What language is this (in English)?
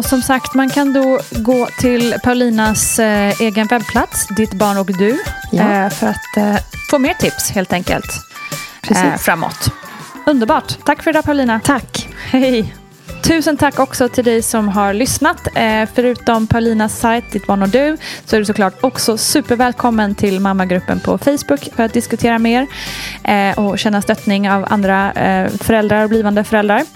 Swedish